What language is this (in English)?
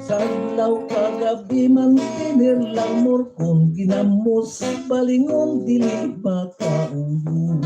Hiligaynon